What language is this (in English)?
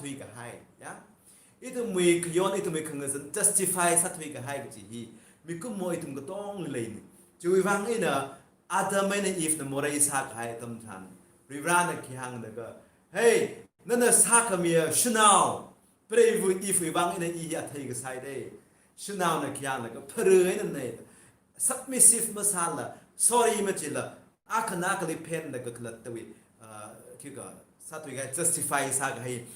Tangkhul Naga (India)